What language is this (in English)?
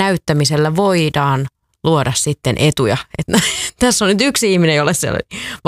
Finnish